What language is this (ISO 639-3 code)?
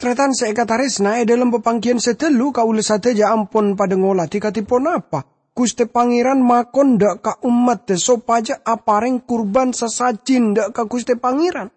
mad